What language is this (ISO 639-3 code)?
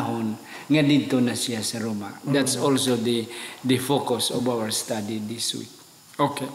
hil